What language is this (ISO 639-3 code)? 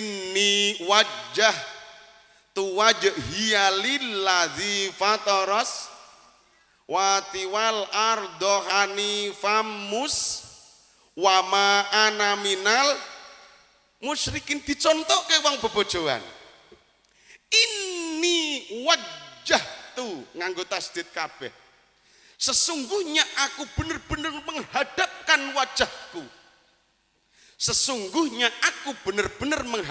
jav